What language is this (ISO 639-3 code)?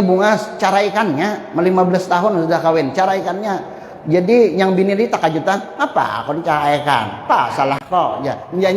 bjn